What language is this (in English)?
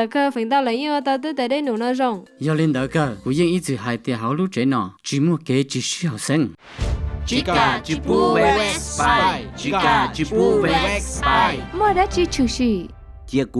Hmong